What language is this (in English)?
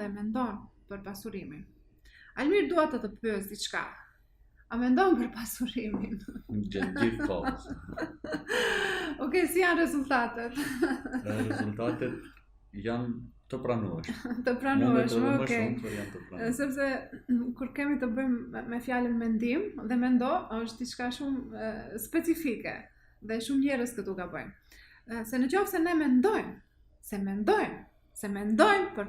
Albanian